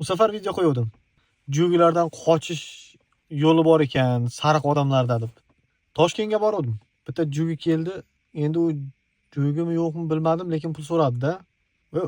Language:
Uzbek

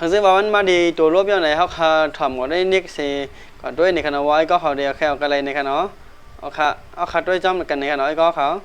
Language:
Shan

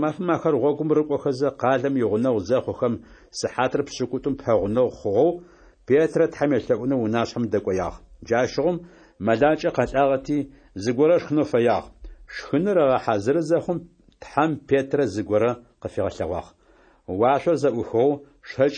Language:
Adyghe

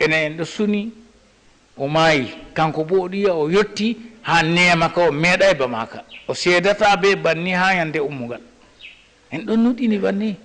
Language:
Fula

